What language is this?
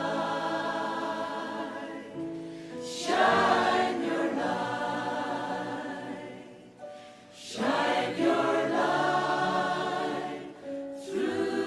Faroese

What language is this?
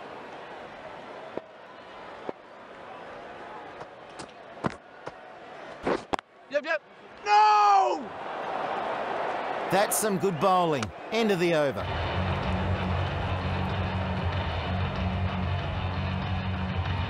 English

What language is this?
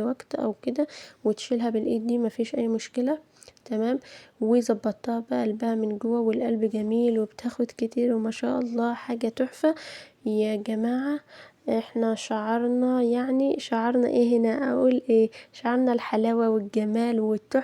Egyptian Arabic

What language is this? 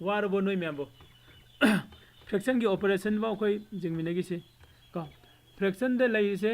Manipuri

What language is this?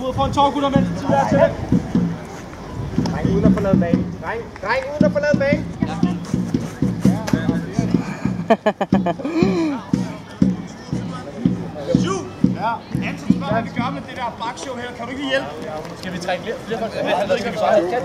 Danish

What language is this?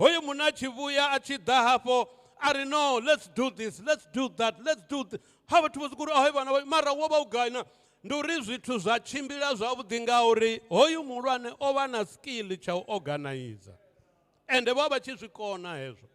Venda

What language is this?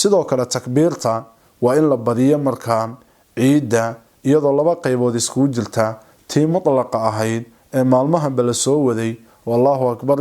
Somali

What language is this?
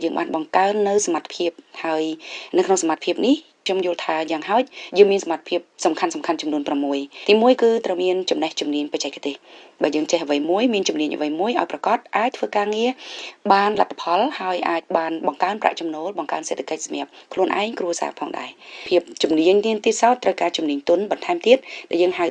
Khmer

